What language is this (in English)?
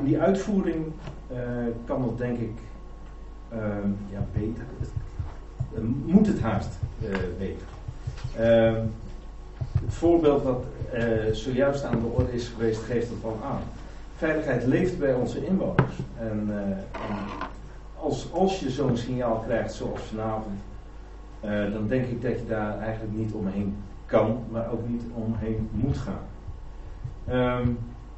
Dutch